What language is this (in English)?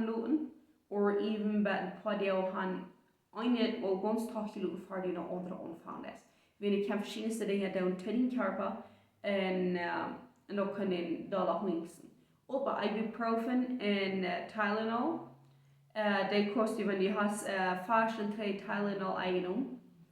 Plautdietsch